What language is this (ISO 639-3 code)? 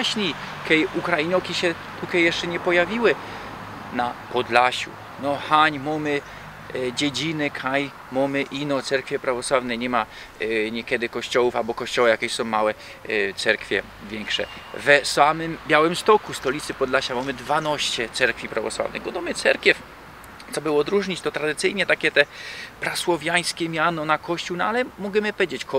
szl